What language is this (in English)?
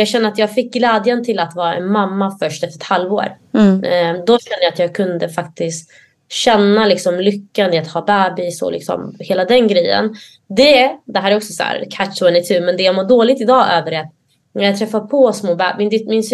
Swedish